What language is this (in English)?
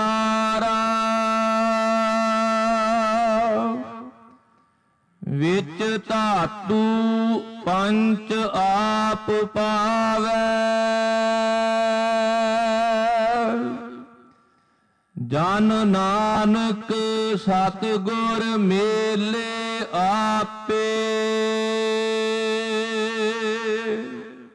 Punjabi